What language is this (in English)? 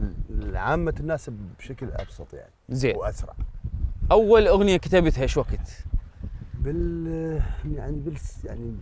Mesopotamian Arabic